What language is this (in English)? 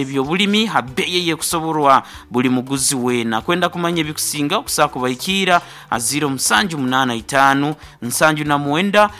Nyoro